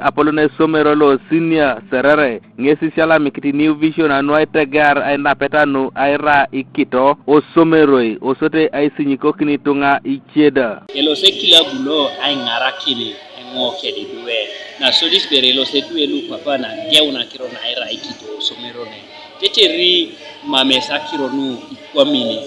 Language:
Teso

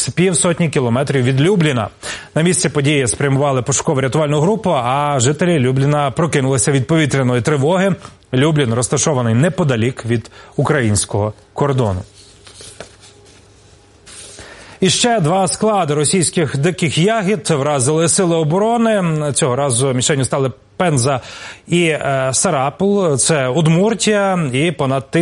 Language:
Ukrainian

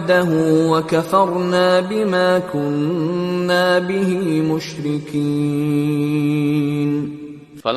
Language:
Persian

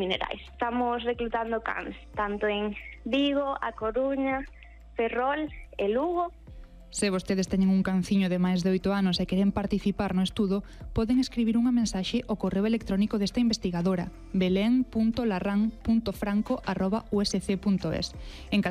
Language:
Galician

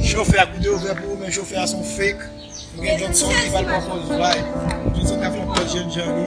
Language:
Haitian Creole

